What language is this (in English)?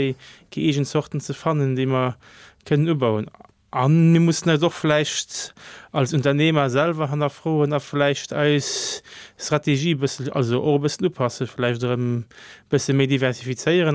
Luxembourgish